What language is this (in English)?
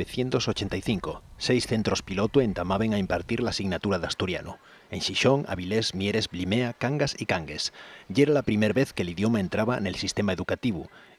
Asturian